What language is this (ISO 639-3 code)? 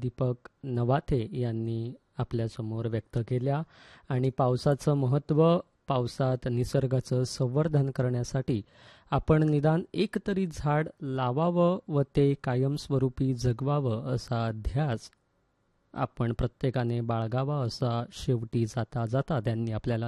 mar